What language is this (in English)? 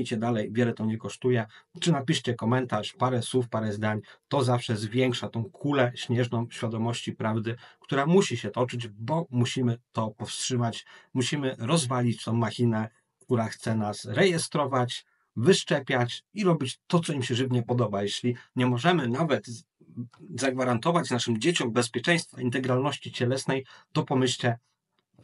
Polish